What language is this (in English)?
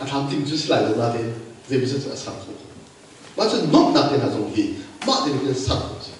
Hakha Chin